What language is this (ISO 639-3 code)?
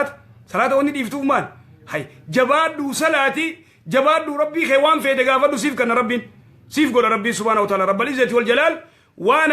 orm